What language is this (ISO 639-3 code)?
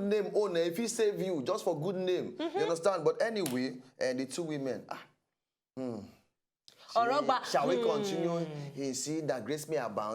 pcm